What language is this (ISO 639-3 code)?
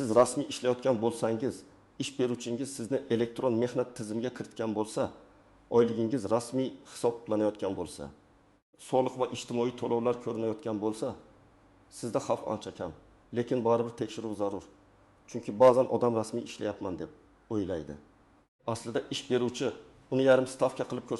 uzb